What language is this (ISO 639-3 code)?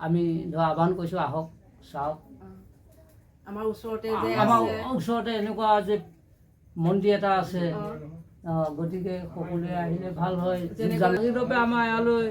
asm